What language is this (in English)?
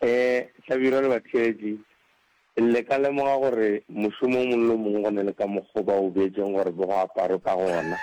Northern Sotho